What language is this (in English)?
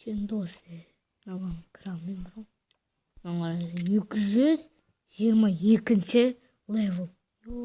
Kazakh